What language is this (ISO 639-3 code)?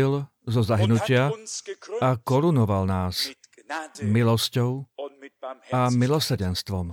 slk